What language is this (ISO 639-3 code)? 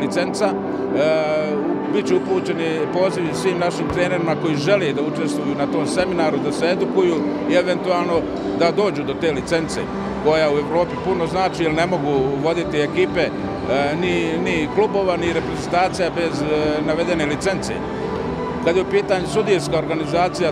bos